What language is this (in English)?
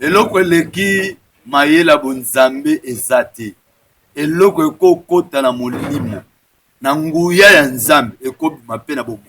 Lingala